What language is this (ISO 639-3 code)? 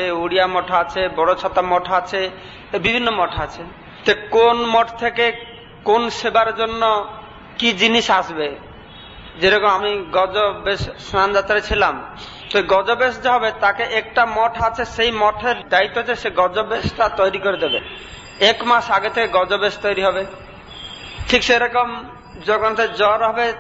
ben